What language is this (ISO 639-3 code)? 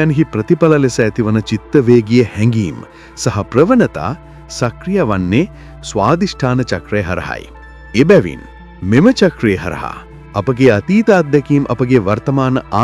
sin